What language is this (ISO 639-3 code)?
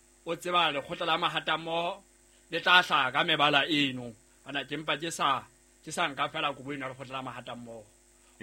sot